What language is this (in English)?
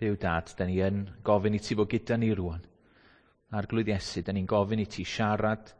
Welsh